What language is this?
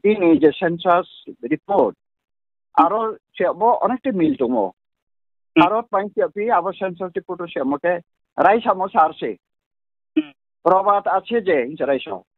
Riang (India)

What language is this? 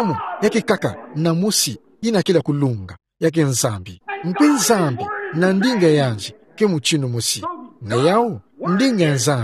Kituba (Democratic Republic of Congo)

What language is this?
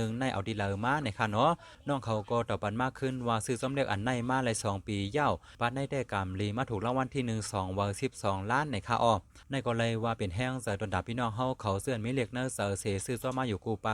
Shan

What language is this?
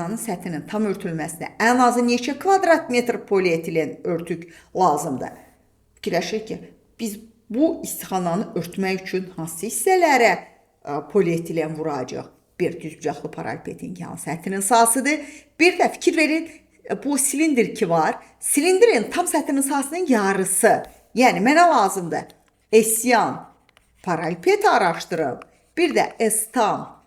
Azerbaijani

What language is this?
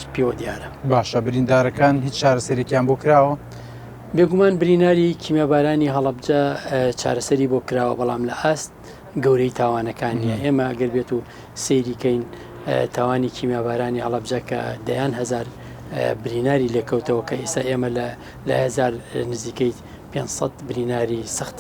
Central Kurdish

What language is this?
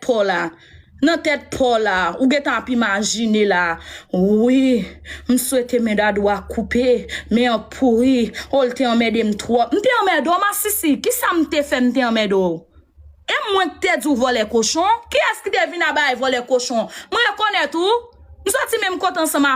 Haitian Creole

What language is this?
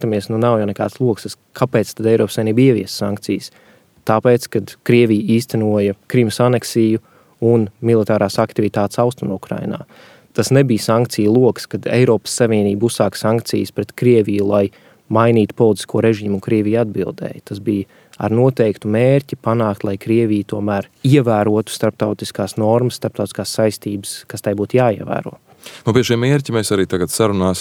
Latvian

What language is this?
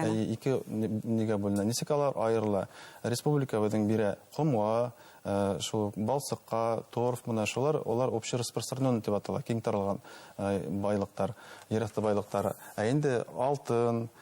Bashkir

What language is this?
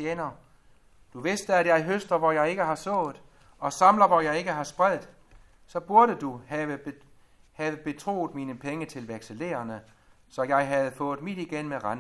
Danish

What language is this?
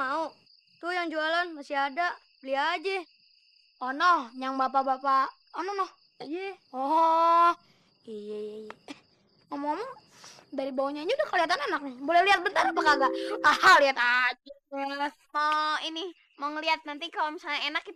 Betawi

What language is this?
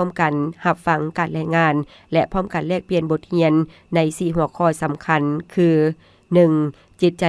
Lao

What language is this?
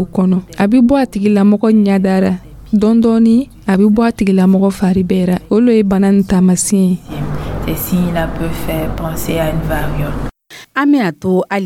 Dyula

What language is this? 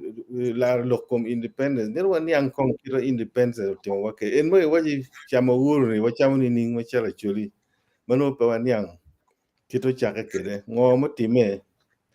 Acoli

